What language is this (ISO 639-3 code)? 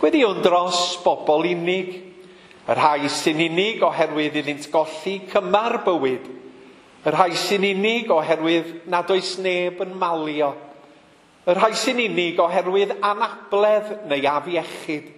cym